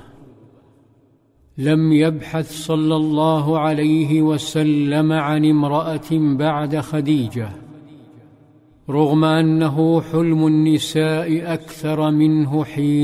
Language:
Arabic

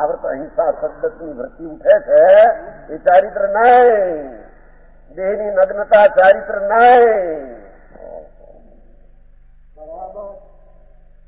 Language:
Gujarati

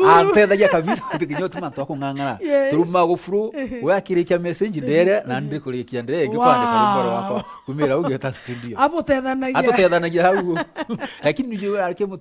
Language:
Meru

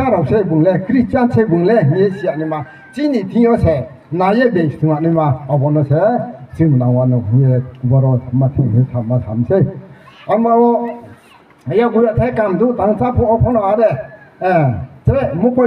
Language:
Riang (India)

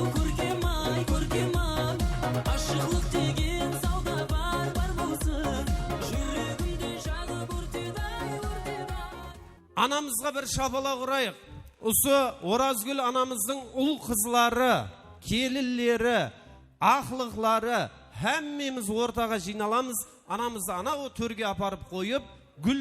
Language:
Kara-Kalpak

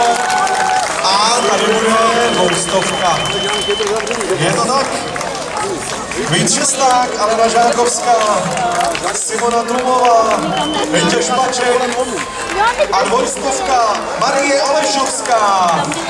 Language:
Czech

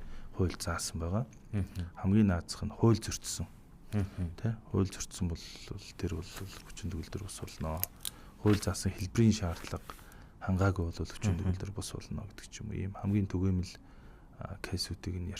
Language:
Mongolian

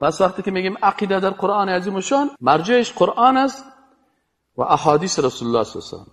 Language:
Persian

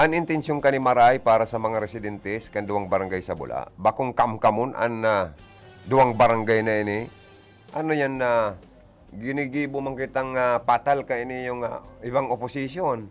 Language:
Bikol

